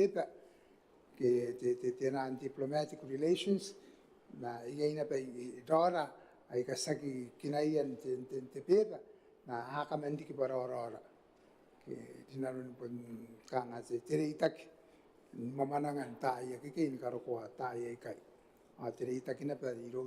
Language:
Gilbertese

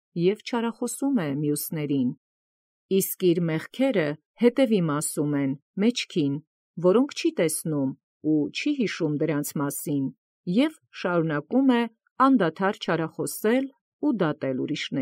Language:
Armenian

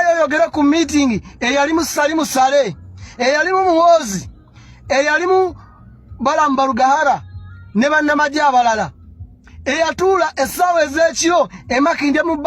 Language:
Ganda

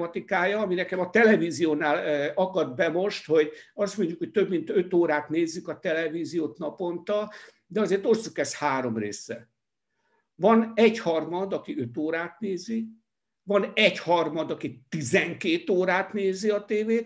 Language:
Hungarian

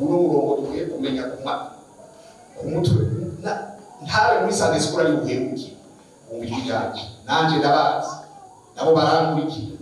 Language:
Rundi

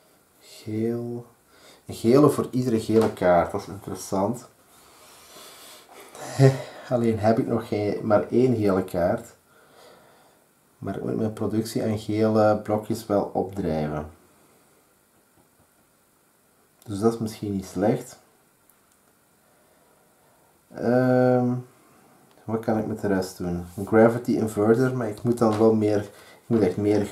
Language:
Dutch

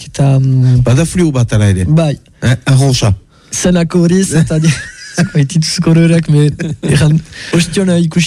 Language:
Basque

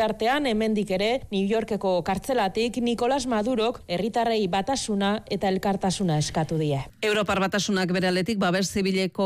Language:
Basque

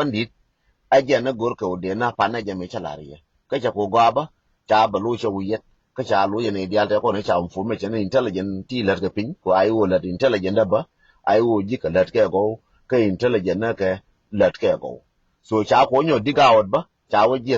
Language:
Nuer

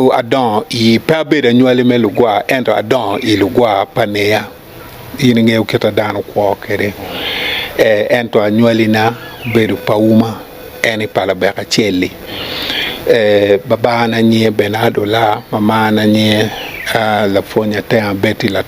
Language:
Acoli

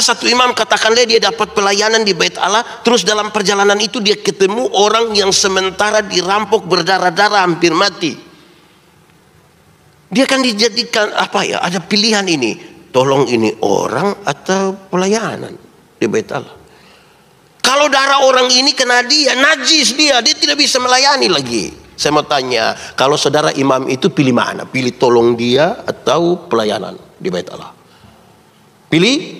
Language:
Indonesian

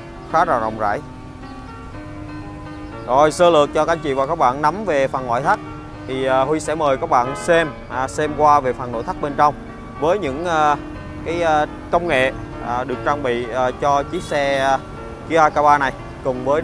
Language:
Vietnamese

